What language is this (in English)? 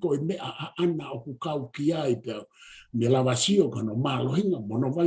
Tongan